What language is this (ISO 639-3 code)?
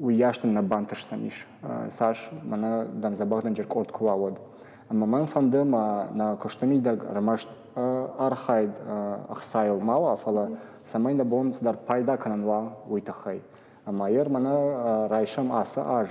oss